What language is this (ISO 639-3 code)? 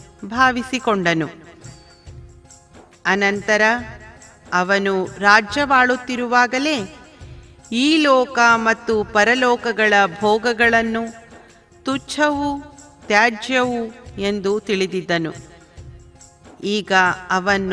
kan